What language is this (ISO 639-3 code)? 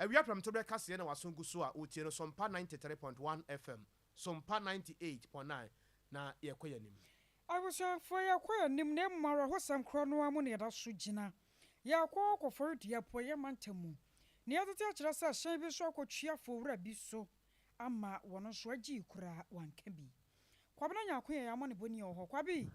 aka